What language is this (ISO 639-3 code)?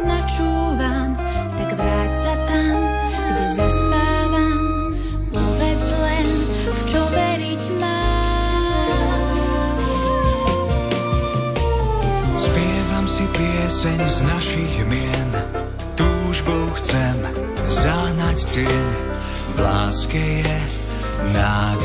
slk